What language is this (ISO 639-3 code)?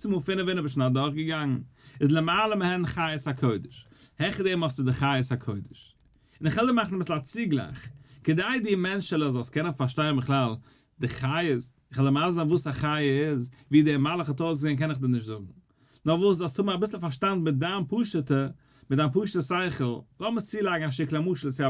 yid